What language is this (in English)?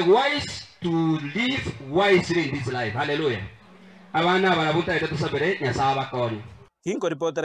Gusii